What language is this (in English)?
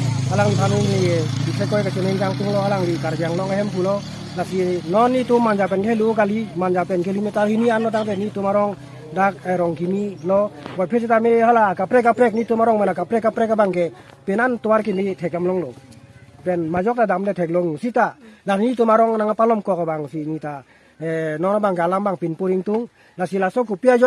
Karbi